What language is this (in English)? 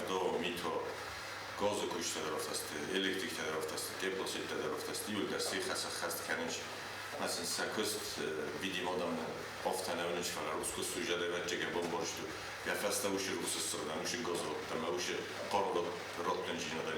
Ossetic